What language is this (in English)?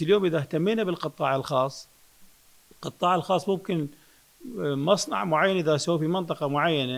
Mesopotamian Arabic